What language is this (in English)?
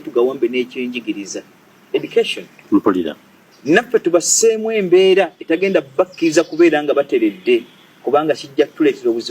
Ganda